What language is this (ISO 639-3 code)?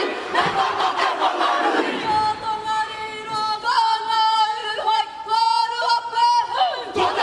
mri